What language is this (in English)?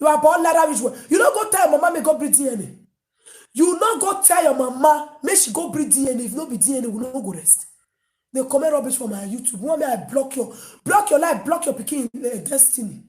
Nigerian Pidgin